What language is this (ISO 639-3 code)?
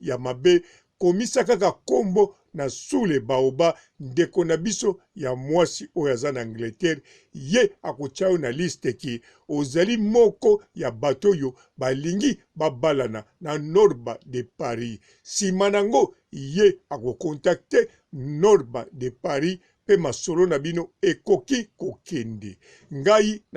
lin